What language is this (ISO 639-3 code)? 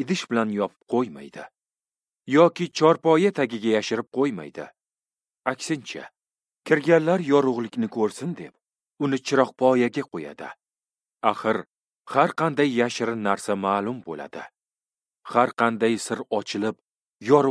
uzb